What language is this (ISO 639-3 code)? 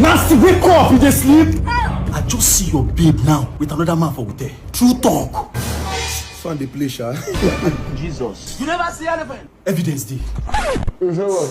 pcm